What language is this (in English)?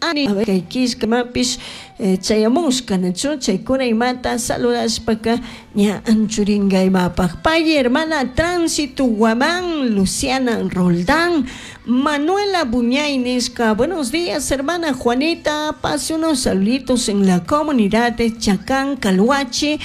Chimborazo Highland Quichua